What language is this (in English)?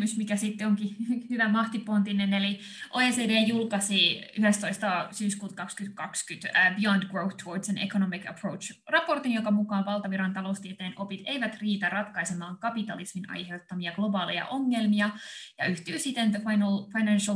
Finnish